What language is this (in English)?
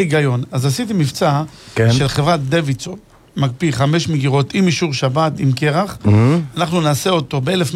Hebrew